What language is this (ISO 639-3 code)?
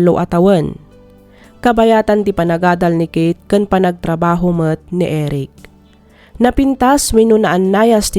ilo